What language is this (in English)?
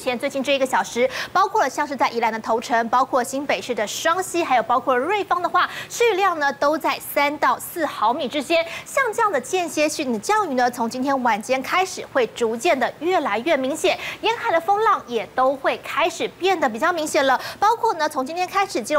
Chinese